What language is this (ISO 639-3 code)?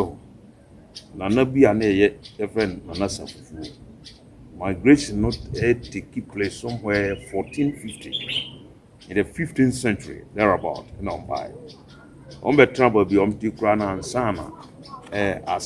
aka